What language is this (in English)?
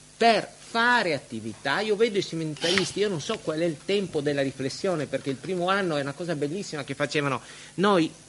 Italian